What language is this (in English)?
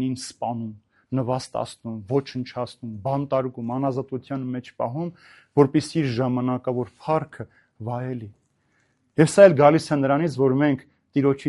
Armenian